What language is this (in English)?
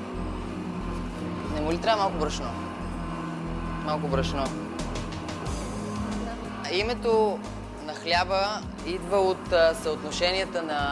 Bulgarian